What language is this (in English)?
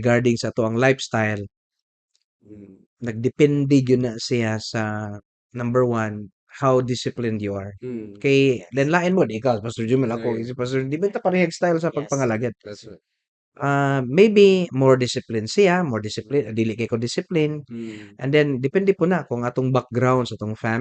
Cebuano